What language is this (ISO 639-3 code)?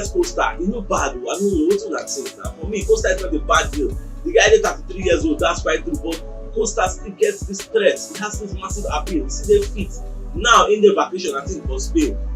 pcm